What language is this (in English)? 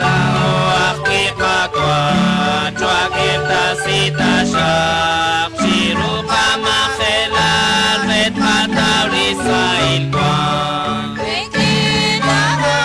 Kekchí